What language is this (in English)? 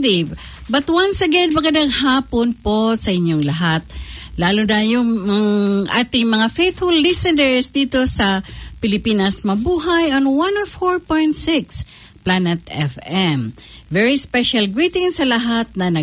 Filipino